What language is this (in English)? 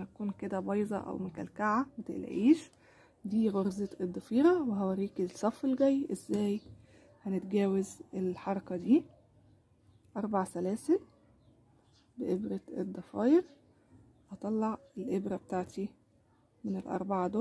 Egyptian Arabic